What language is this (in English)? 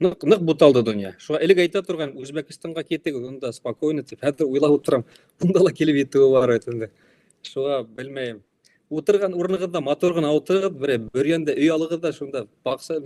Bashkir